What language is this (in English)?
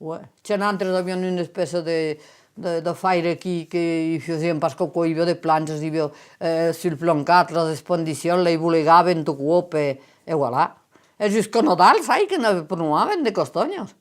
Occitan